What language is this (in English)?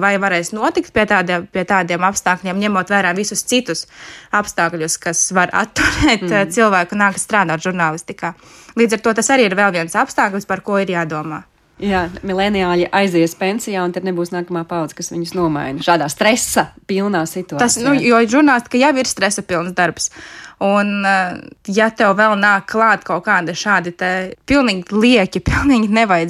Latvian